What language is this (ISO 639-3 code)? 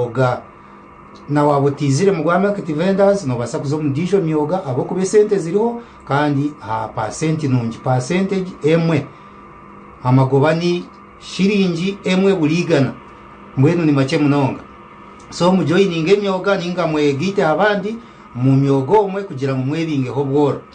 nyn